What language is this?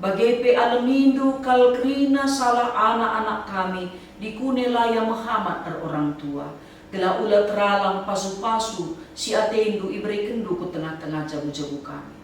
Batak Karo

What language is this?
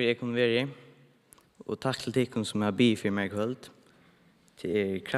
Faroese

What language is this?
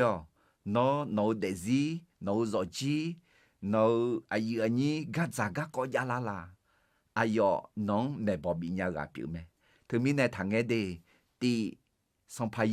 Akha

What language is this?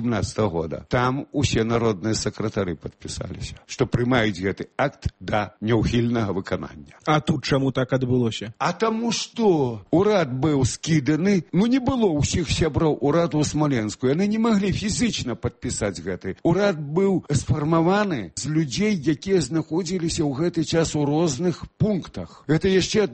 Belarusian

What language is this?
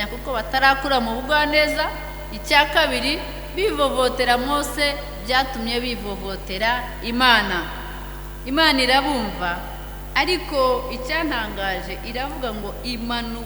Kinyarwanda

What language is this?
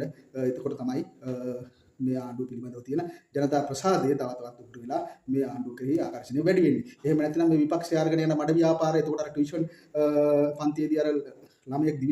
Sinhala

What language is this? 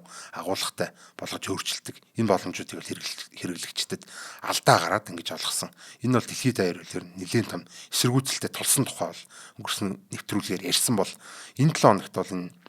Mongolian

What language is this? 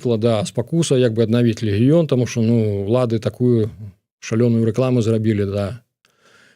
Belarusian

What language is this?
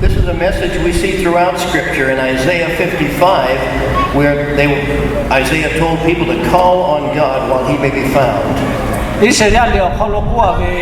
Lahu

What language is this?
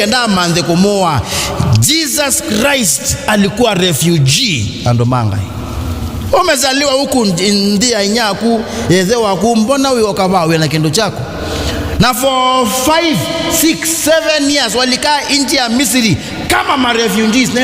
Kamba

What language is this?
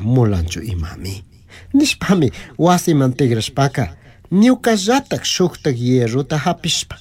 Chimborazo Highland Quichua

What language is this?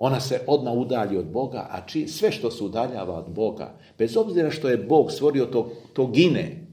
Serbian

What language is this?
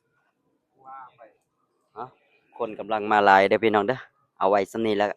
Lao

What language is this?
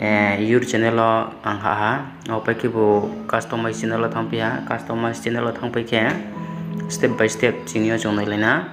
Riang (India)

